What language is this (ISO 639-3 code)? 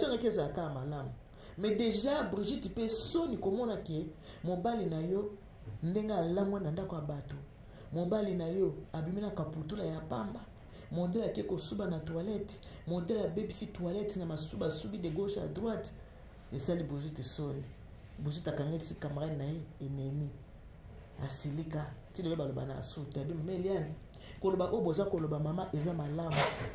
lin